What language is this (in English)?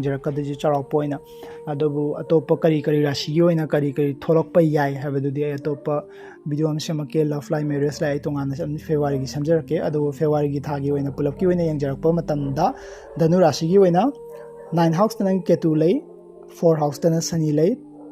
Manipuri